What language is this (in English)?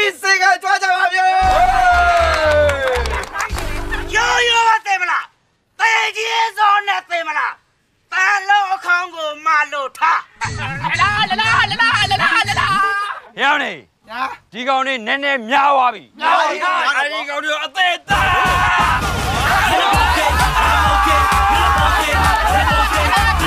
Burmese